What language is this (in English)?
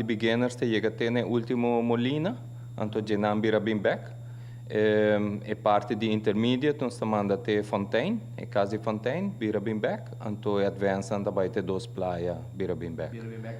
Papiamento